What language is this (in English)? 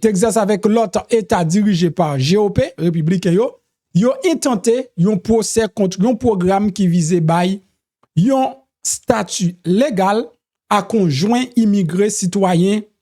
Haitian Creole